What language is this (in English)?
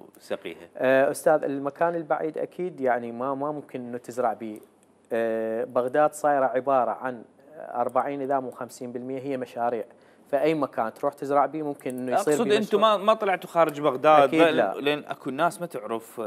Mesopotamian Arabic